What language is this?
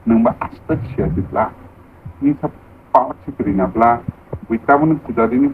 Kok Borok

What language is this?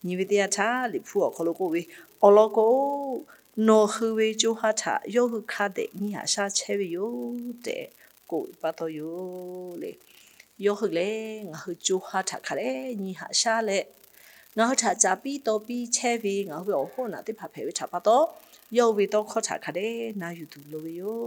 Lahu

